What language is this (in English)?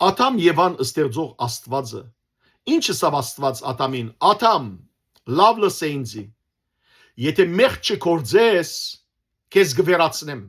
Western Armenian